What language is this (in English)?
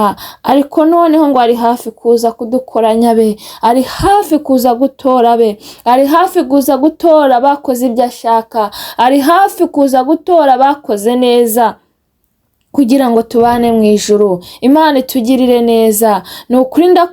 Kinyarwanda